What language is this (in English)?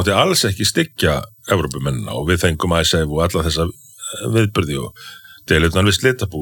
Icelandic